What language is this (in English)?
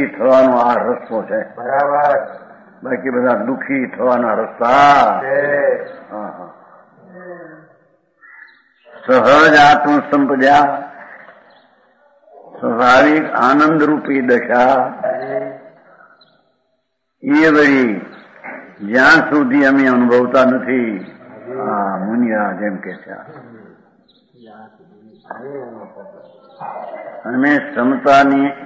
Gujarati